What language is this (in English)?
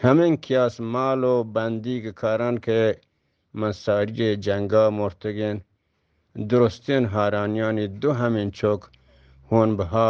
Eastern Balochi